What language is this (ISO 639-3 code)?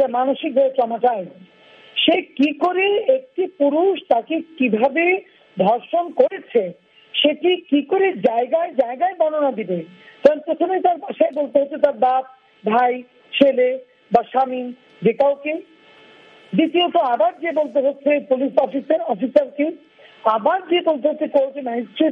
ben